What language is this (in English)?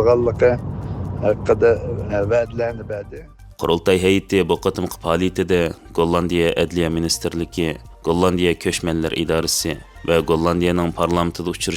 Uyghur